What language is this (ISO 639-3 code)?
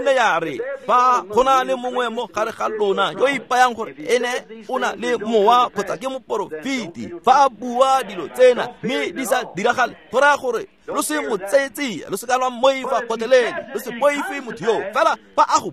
tsn